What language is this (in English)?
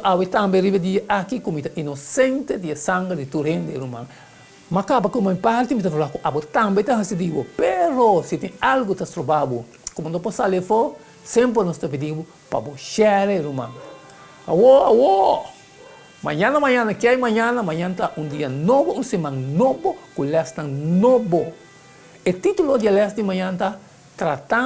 Papiamento